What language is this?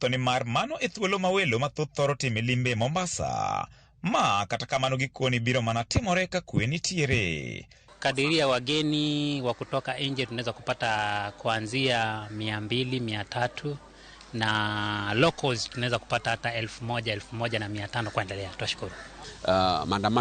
Luo (Kenya and Tanzania)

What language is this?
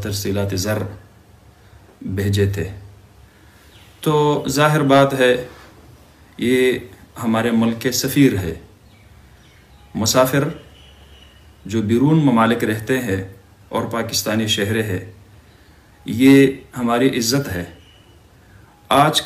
Urdu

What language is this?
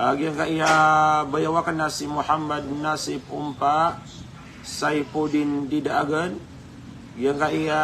Maranao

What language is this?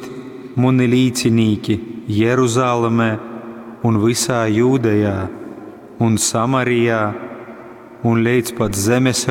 Latgalian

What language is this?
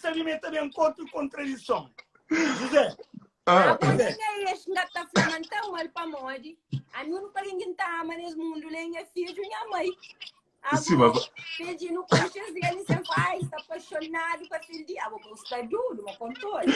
Kabuverdianu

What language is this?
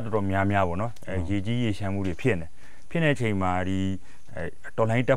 Burmese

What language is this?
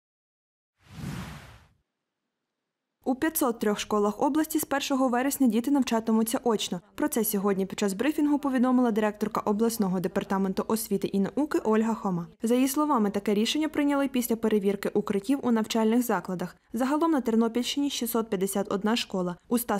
Ukrainian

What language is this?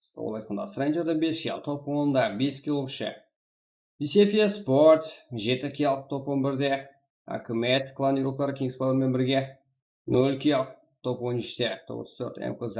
Kara-Kalpak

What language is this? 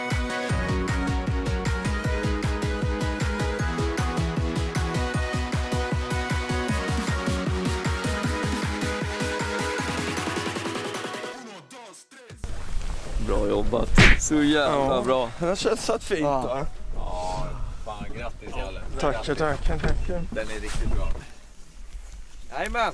Swedish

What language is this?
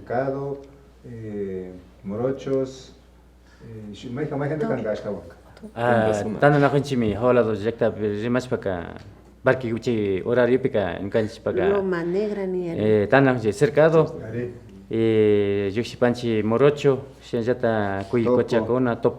Imbabura Highland Quichua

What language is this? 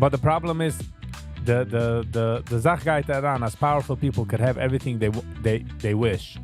Yiddish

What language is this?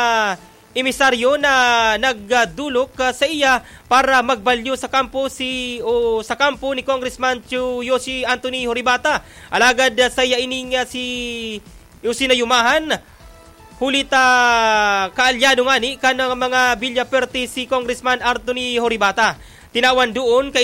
Bikol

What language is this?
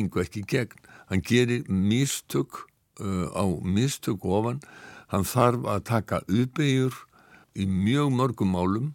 Icelandic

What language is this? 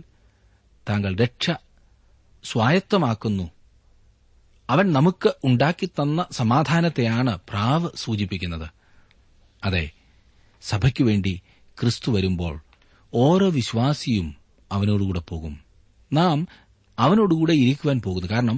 Malayalam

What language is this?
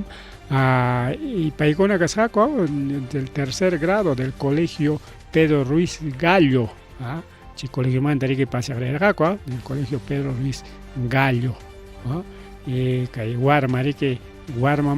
Ayacucho Quechua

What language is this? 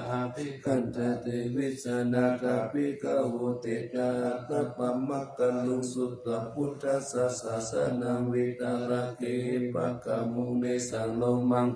Pali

